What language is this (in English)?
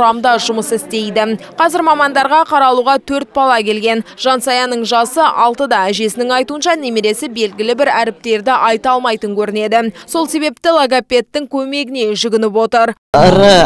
Kazakh